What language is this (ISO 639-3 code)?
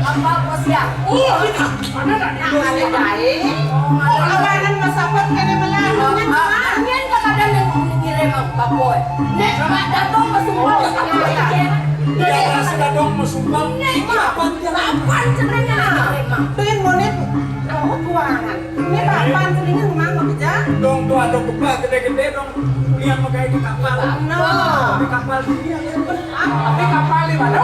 ban